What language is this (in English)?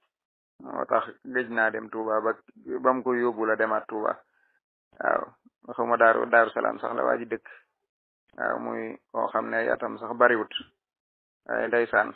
Wolof